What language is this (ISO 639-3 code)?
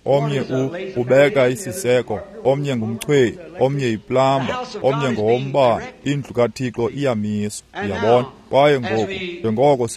xho